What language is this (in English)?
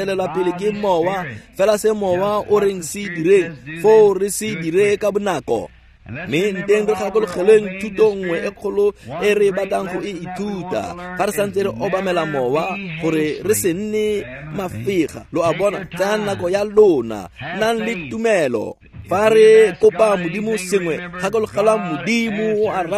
Tswana